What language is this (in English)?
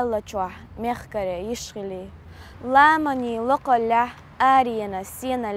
Chechen